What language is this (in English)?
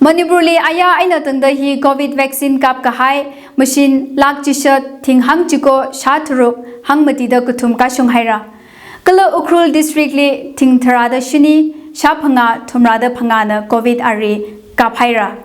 Tangkhul Naga (India)